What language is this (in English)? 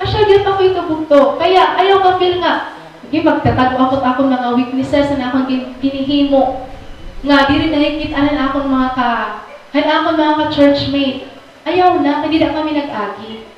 Waray